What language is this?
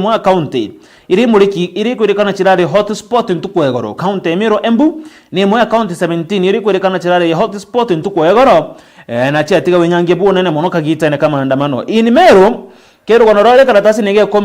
Meru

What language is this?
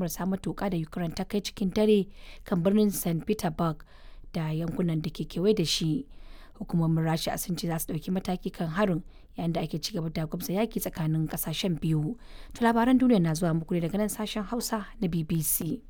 Hausa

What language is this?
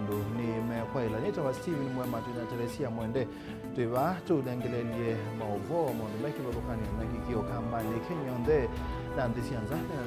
Kamba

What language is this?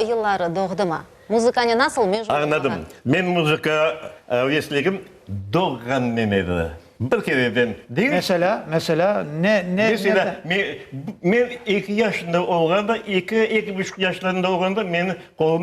Crimean Tatar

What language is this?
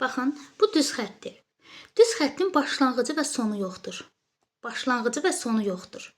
Azerbaijani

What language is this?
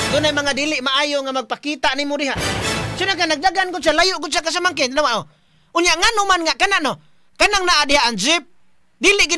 Cebuano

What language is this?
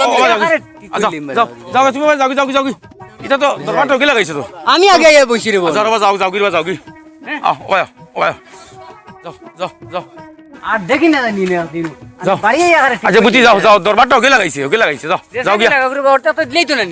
Sylheti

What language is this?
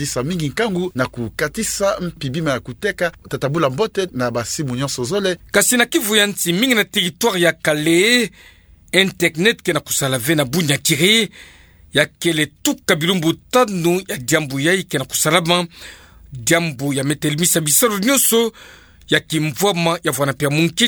Kituba (Democratic Republic of Congo)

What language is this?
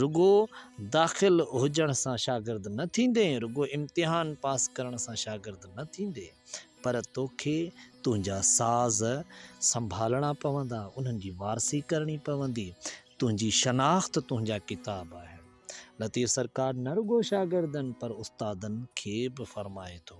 Sindhi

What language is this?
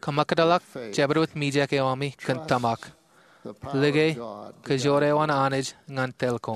Marshallese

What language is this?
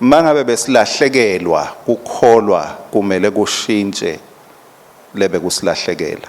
Swati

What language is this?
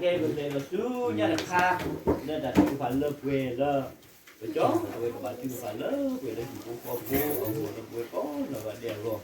S'gaw Karen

